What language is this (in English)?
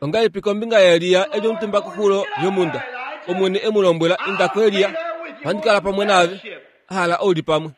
Kuanyama